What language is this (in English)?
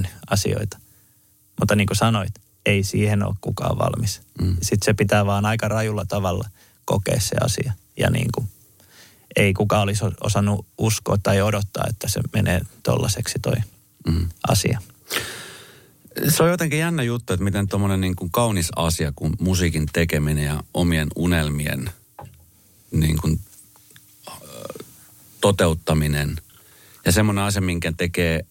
Finnish